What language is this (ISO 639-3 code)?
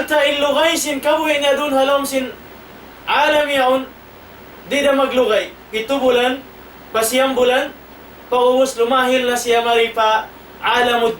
tsg